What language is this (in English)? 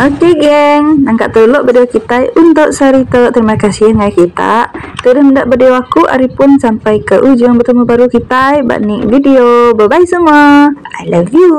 Iban